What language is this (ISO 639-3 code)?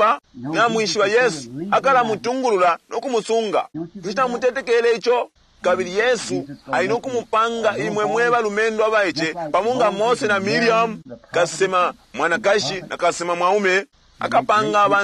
bem